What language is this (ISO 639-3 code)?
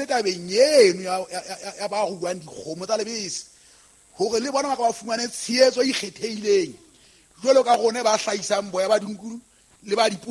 sot